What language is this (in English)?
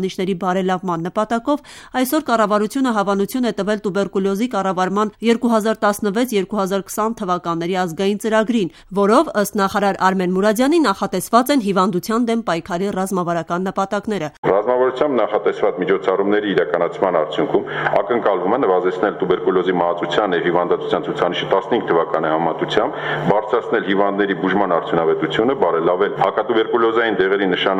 Armenian